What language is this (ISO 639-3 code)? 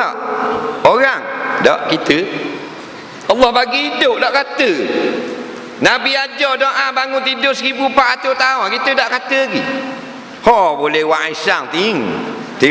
msa